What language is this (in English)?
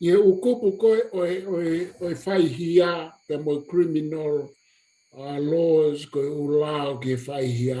Tongan